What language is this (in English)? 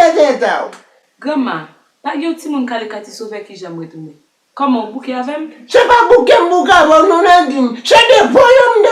Haitian Creole